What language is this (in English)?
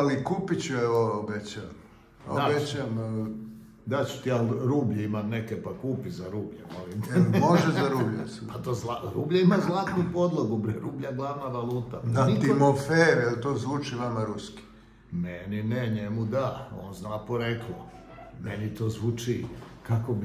Serbian